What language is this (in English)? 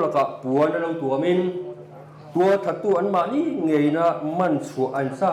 Mizo